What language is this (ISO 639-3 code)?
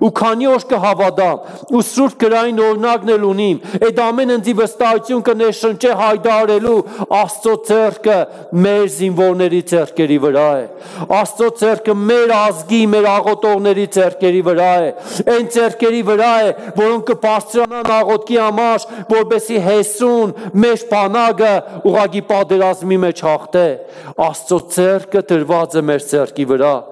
hye